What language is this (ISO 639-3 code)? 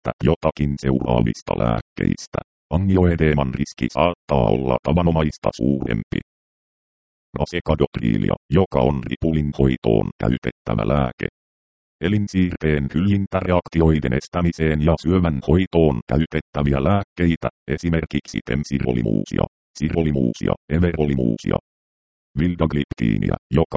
fin